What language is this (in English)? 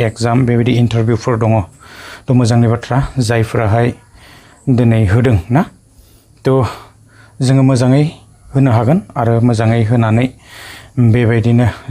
Bodo